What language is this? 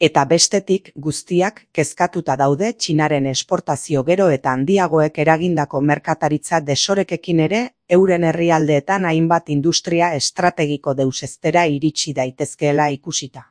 Basque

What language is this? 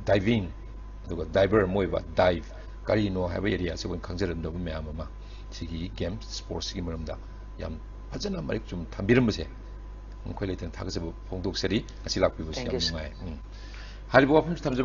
Manipuri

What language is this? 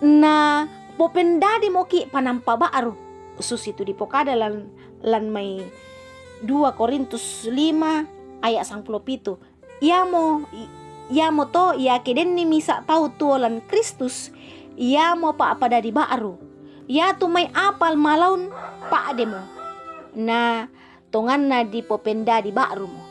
Toraja-Sa'dan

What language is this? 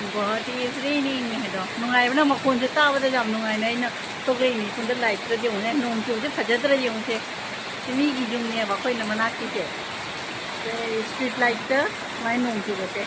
Manipuri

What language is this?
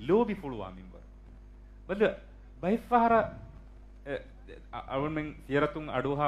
Divehi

